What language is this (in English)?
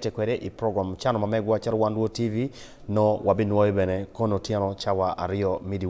Acoli